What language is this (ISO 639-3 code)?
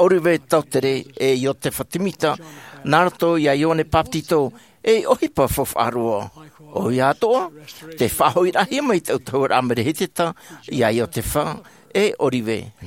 tah